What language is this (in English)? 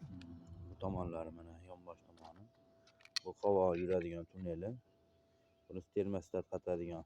Uzbek